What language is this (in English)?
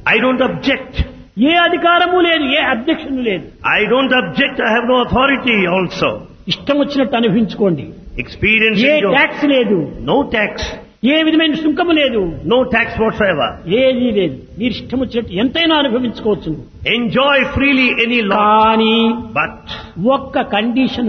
Telugu